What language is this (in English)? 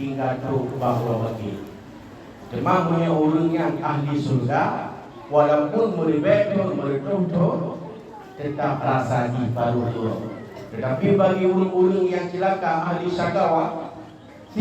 Achinese